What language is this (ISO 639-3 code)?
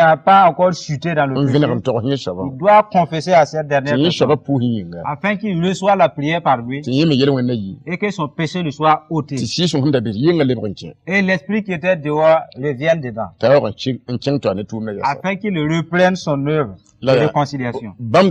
mos